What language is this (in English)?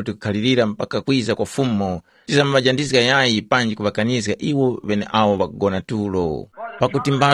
Tumbuka